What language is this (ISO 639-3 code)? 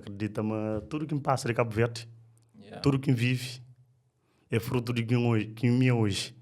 kea